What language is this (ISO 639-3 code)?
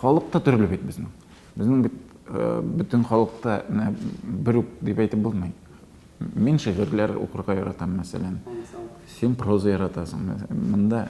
tat